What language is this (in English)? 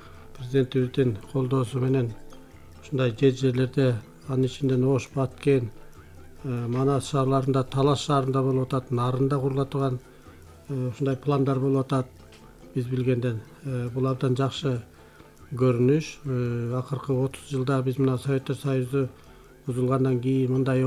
Kyrgyz